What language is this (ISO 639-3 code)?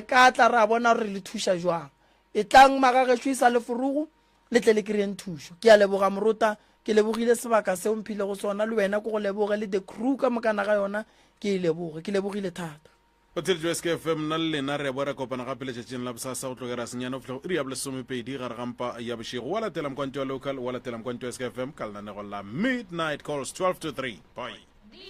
nso